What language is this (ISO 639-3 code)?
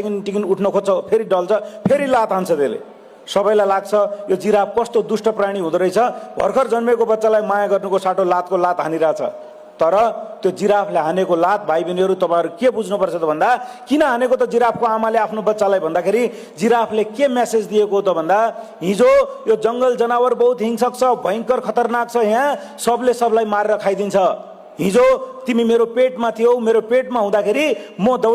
nep